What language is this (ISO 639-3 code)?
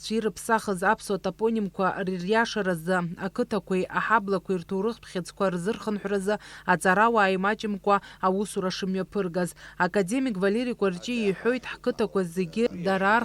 abk